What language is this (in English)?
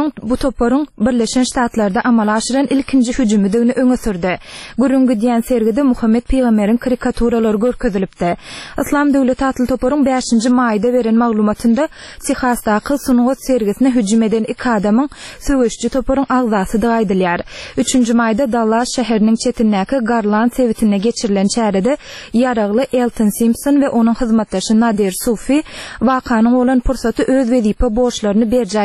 Turkmen